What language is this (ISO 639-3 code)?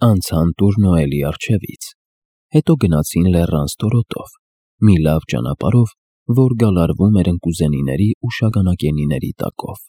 hye